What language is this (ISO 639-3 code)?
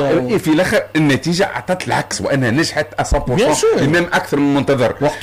aeb